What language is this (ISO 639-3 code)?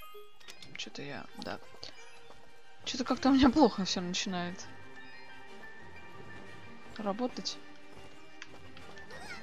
rus